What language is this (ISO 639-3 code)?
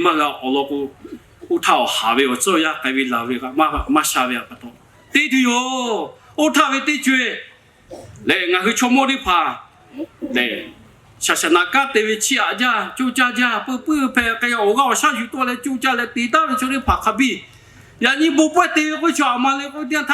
lhu